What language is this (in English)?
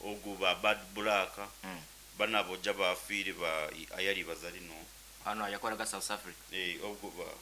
Nyankole